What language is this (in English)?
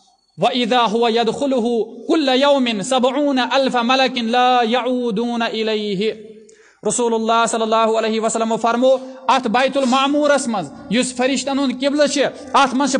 Kashmiri